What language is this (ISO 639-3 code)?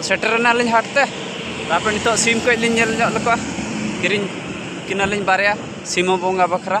sat